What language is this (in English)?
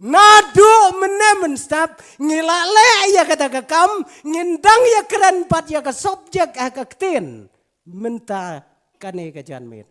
Khasi